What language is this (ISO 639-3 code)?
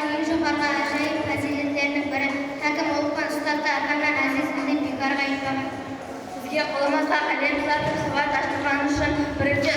kaa